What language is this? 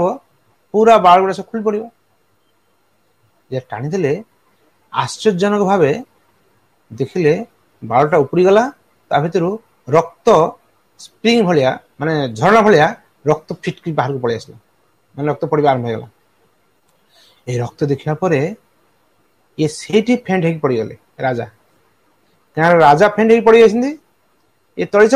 Odia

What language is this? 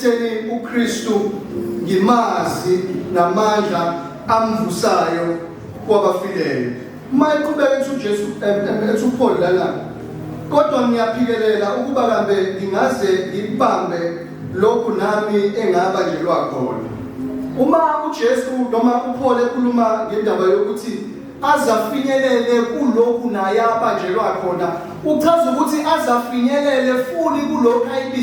Zulu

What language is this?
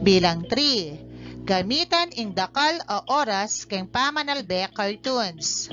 Pampanga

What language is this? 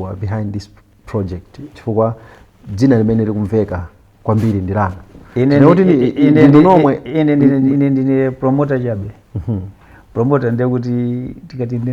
Nyanja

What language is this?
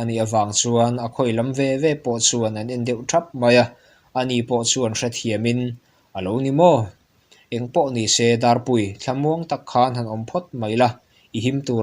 Mizo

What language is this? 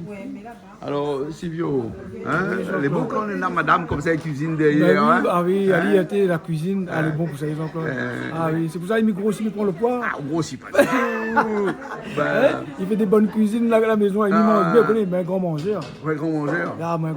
Réunion Creole French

